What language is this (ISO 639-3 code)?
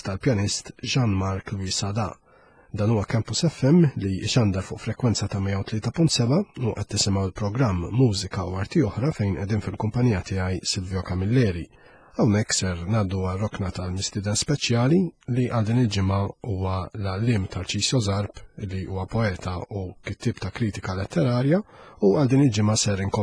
mlt